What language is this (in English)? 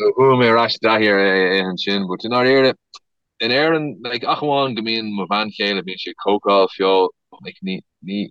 Irish